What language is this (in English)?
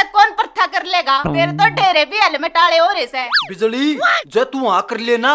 Haryanvi